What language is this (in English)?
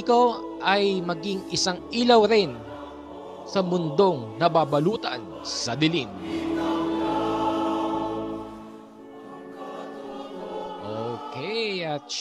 Filipino